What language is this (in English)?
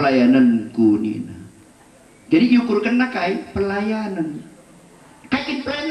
Batak Karo